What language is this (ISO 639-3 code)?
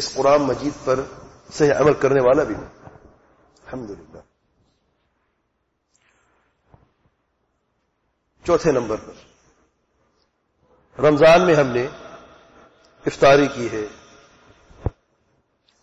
urd